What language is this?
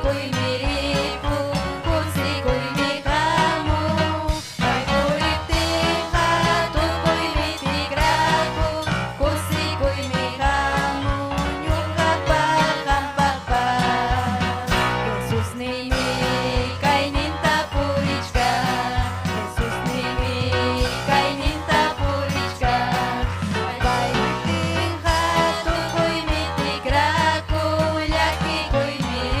Ayacucho Quechua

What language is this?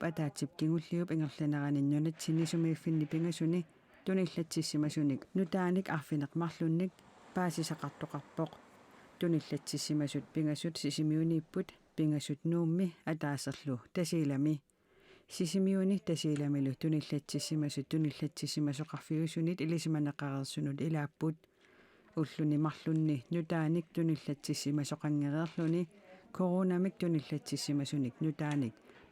Kalaallisut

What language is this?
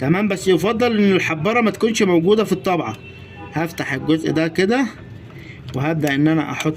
Egyptian Arabic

